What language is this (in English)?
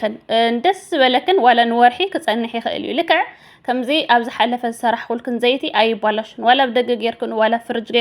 Tigrinya